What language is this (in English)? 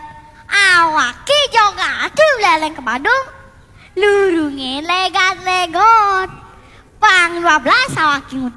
Balinese